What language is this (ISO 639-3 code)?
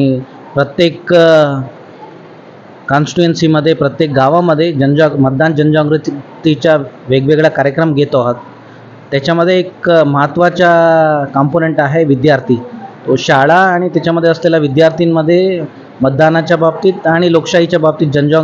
mar